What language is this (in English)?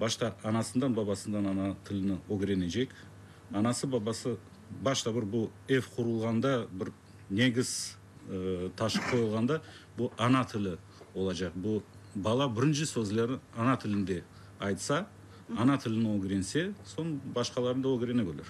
Crimean Tatar